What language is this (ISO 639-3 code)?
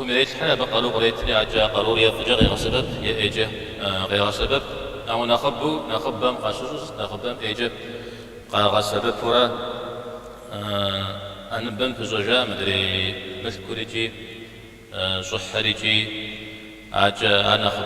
kbd